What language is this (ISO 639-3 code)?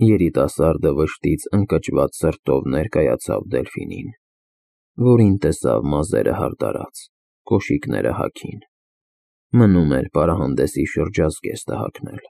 hye